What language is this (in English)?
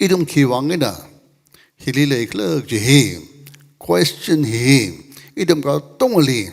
Tangkhul Naga (India)